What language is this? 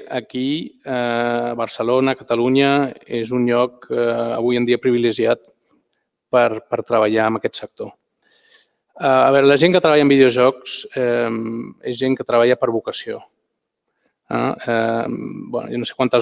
Catalan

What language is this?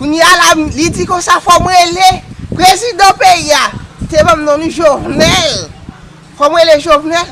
Haitian Creole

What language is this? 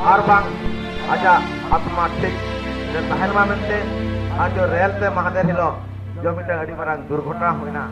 Santali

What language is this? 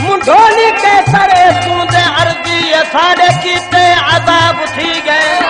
Saraiki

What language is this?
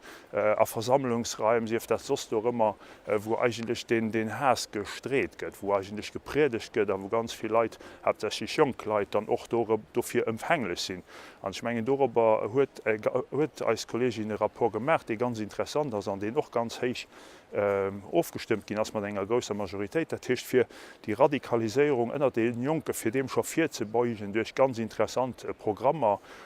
Luxembourgish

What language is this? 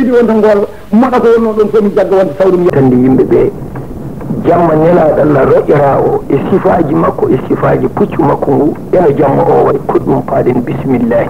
Fula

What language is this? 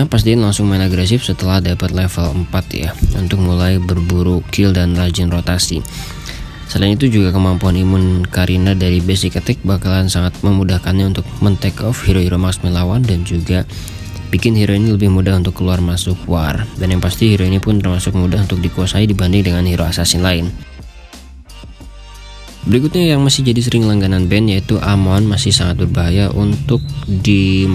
Indonesian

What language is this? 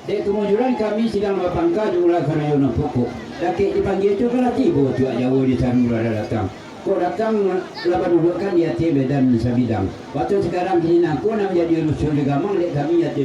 Minangkabau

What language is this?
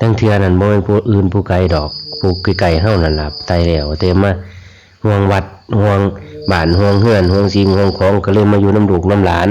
Lao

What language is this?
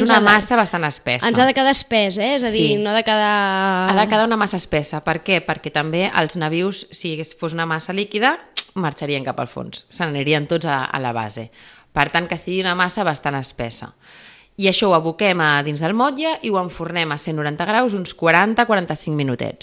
Catalan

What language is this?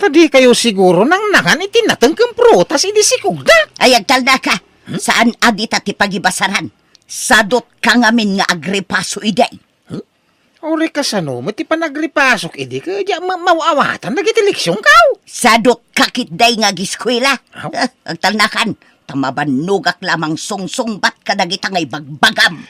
Iloko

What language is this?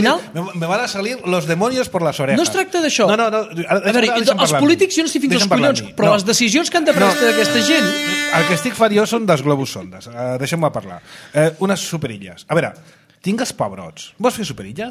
Catalan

